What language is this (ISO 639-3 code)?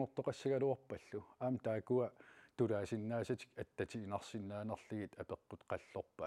kal